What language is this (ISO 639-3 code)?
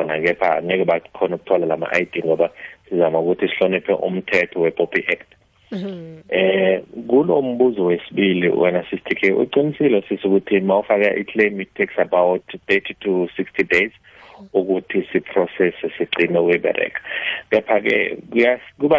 nbl